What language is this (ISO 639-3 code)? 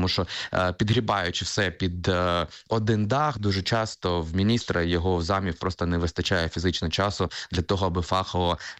ukr